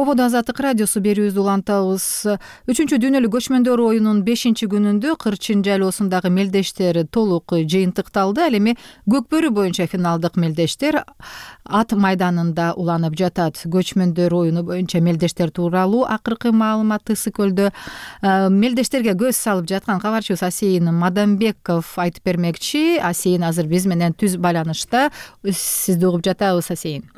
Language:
Kyrgyz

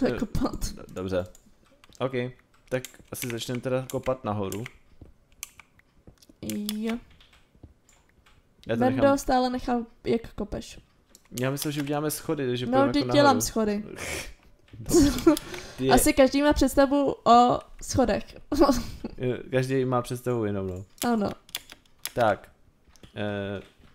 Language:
Czech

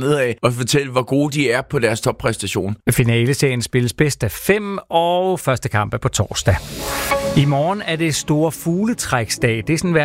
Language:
Danish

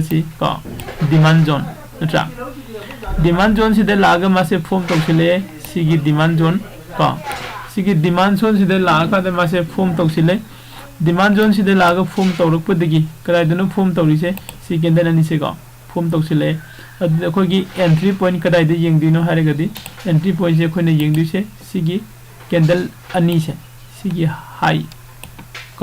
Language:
Manipuri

